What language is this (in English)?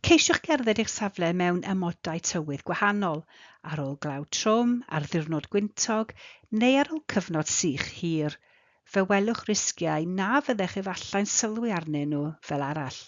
Welsh